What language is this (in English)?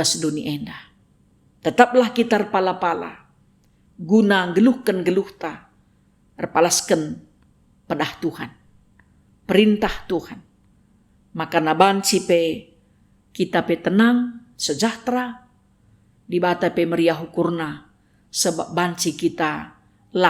Batak Karo